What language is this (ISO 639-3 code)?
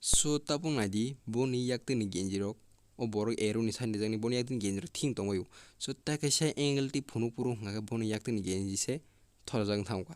trp